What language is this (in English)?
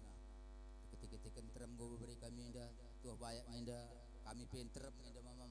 Batak Karo